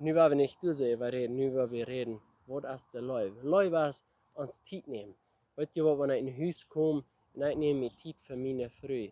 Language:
Plautdietsch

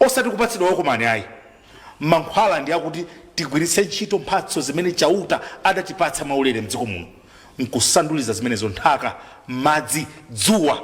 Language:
Nyanja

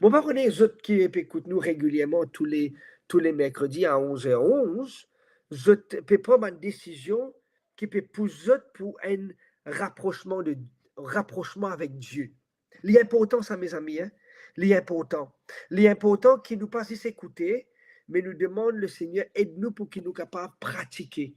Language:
Morisyen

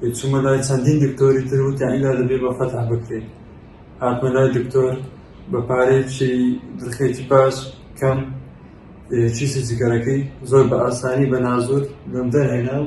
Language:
Central Kurdish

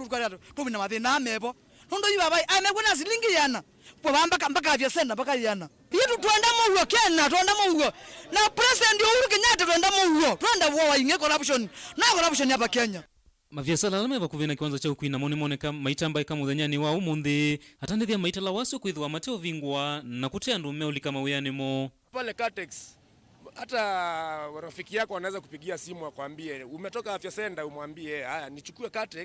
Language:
Kamba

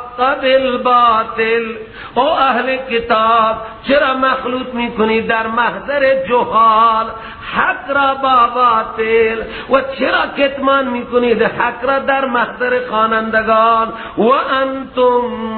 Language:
Persian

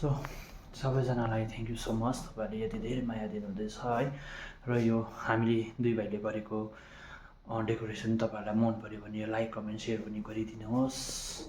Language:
Nepali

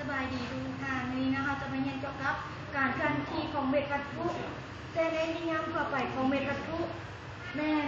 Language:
Lao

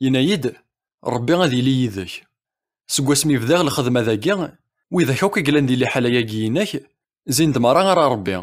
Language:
Kabyle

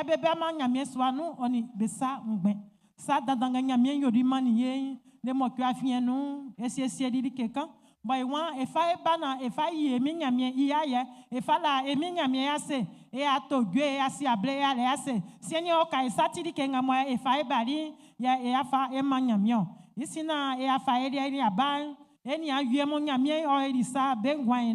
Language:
Baoulé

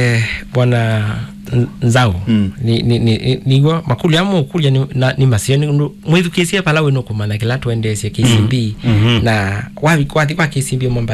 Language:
Kamba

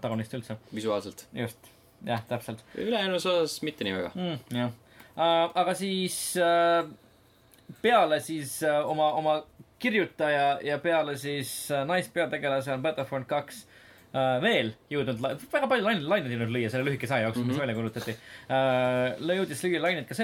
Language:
Estonian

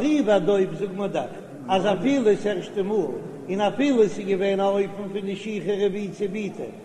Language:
Yiddish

